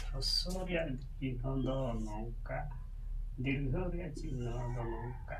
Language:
Santali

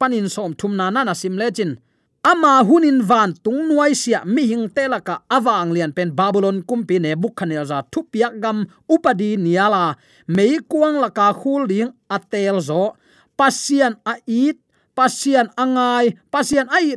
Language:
Tedim Chin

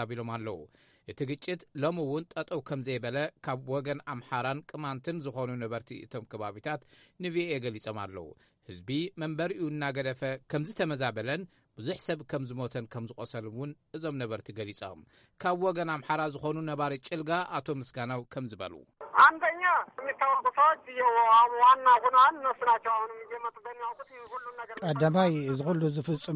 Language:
Tigrinya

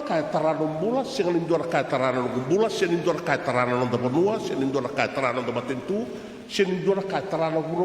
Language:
Fijian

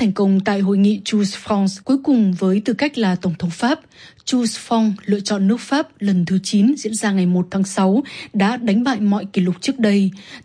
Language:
Vietnamese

